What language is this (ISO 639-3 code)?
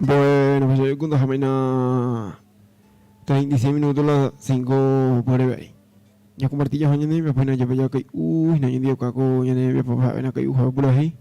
grn